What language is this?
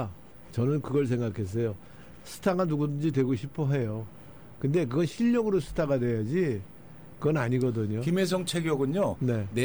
Korean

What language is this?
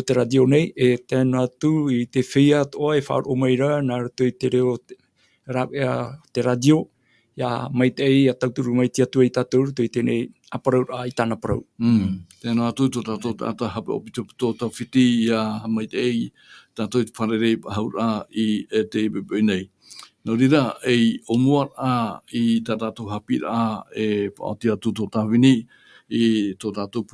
Tahitian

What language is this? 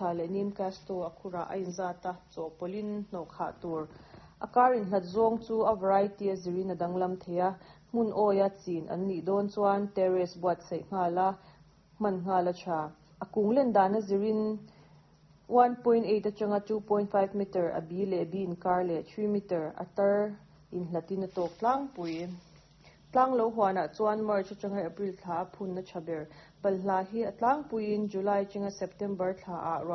Mizo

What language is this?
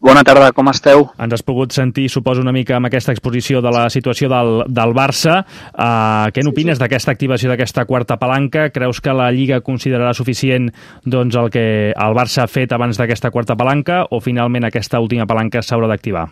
Catalan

